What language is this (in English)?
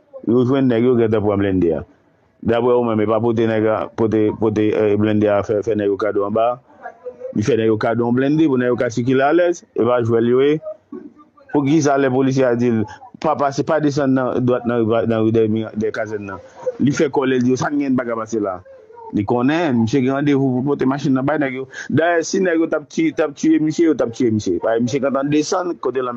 Haitian Creole